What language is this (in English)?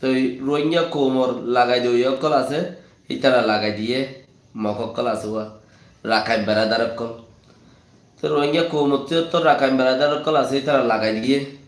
Rohingya